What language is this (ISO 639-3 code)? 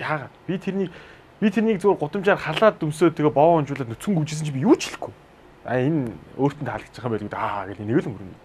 mon